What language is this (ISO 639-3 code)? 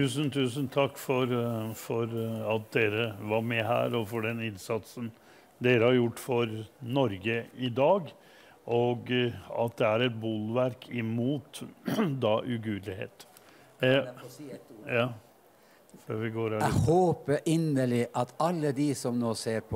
nor